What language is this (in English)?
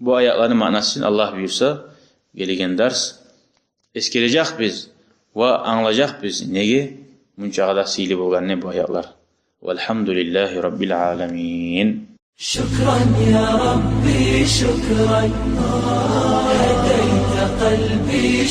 Kumyk